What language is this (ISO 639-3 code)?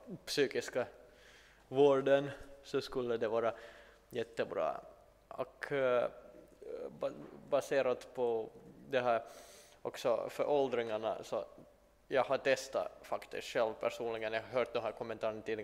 swe